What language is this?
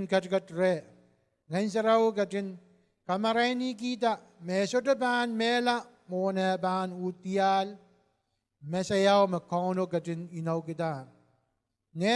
Pohnpeian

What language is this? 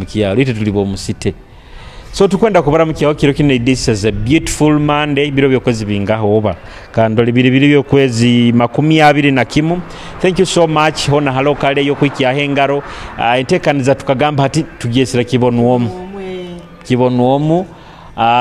Nyoro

